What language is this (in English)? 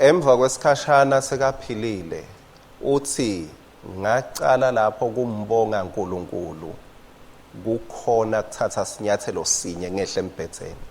Swati